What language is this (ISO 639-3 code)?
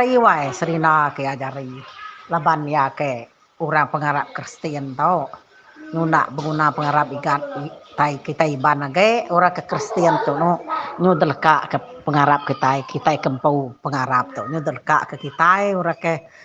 iba